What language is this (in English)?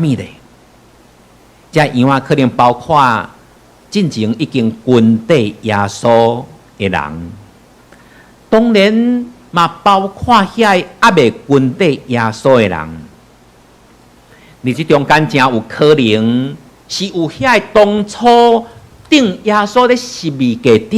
Min Nan Chinese